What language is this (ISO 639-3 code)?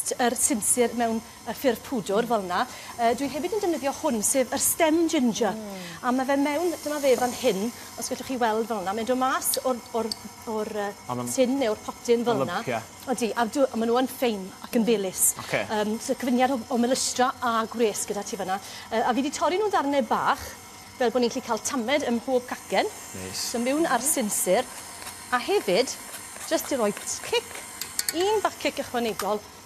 cym